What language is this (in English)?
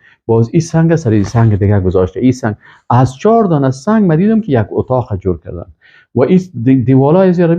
Persian